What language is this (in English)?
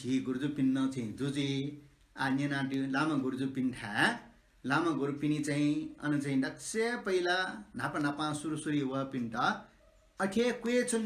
Newari